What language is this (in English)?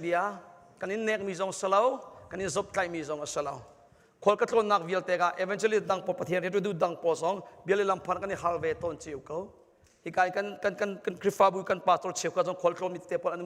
Hakha Chin